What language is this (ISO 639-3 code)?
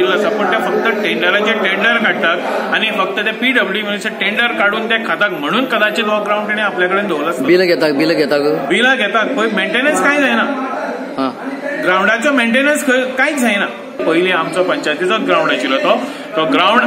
kok